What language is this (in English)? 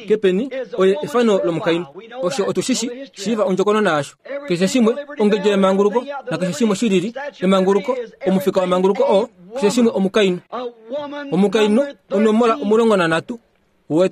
Kuanyama